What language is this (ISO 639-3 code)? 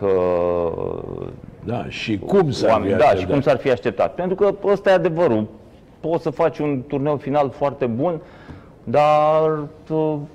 ron